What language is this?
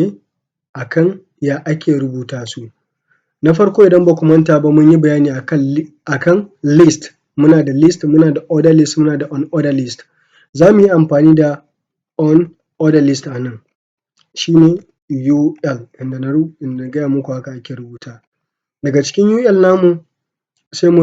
Hausa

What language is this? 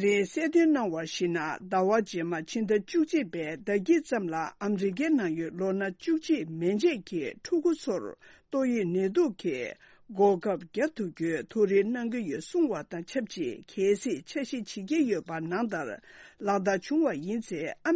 Tibetan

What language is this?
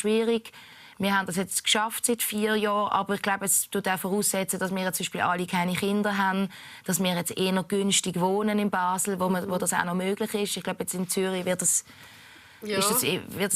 Swiss German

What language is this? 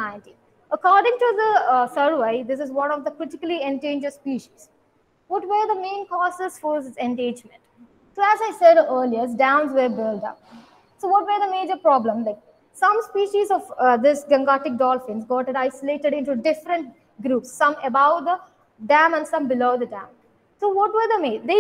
English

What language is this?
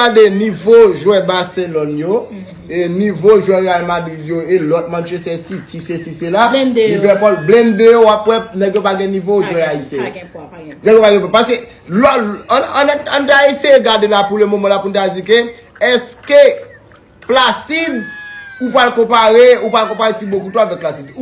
Haitian Creole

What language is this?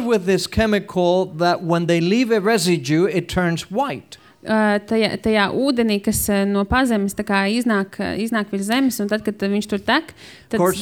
Latvian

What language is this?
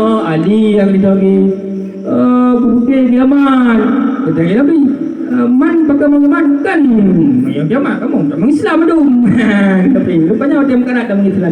Achinese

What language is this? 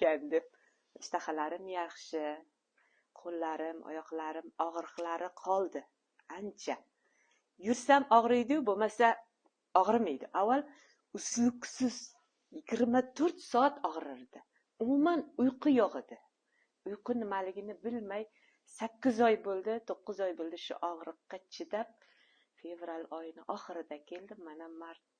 Uzbek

